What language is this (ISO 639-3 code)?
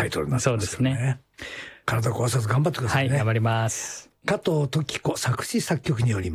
jpn